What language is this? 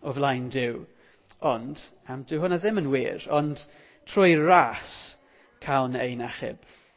Welsh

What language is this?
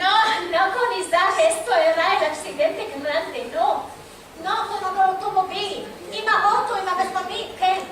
Ladino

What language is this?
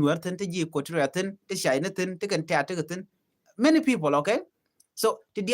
Nuer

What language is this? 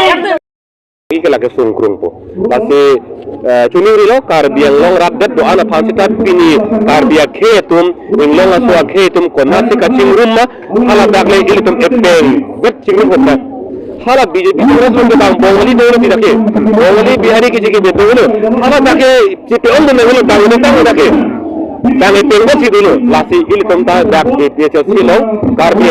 Karbi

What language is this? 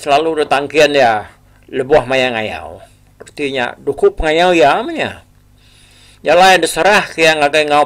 Iban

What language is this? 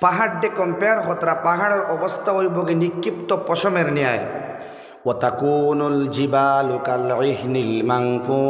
Sylheti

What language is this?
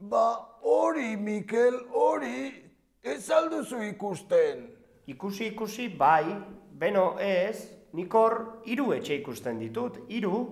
Basque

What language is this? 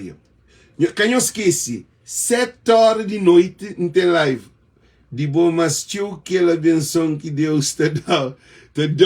Kabuverdianu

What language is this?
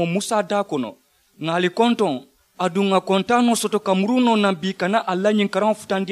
Mandingo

